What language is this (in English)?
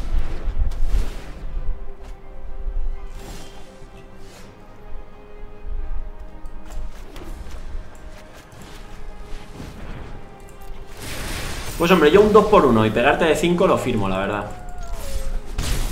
Spanish